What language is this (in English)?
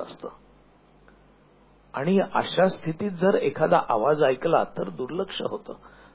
Marathi